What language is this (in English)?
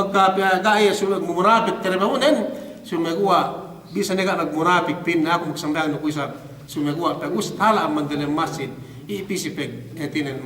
Yakan